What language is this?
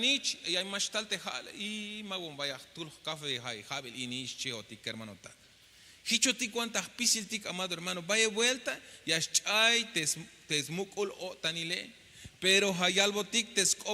Tzeltal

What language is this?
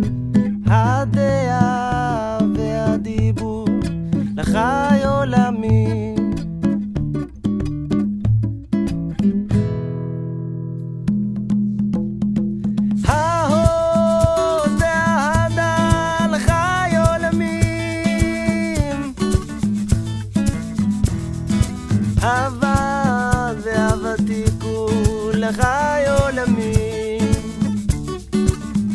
Hebrew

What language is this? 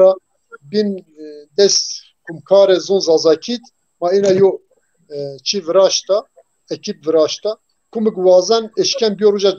Zaza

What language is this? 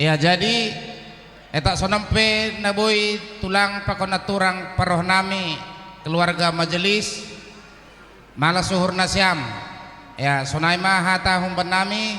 Batak Simalungun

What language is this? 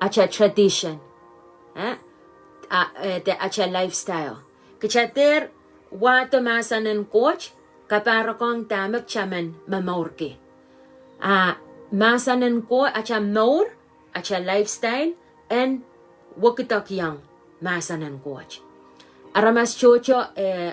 Pohnpeian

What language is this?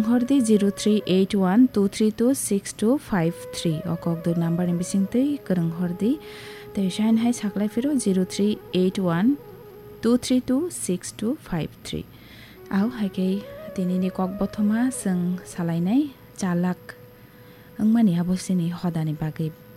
Kok Borok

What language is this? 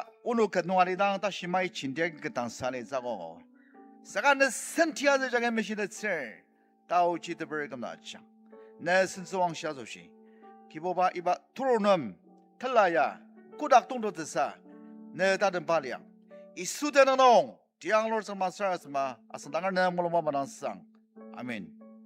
Ao Naga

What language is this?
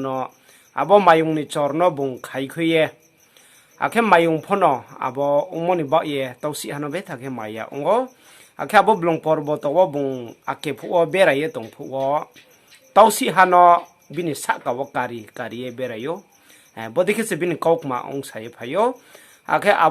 Riang (India)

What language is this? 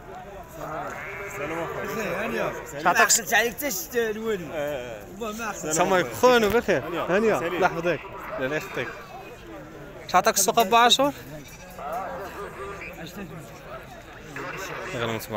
Moroccan Arabic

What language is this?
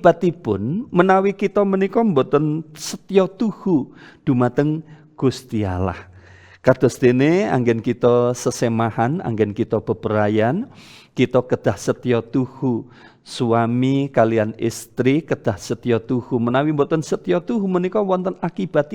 Javanese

